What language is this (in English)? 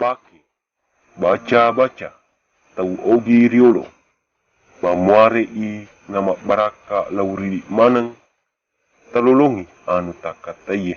Buginese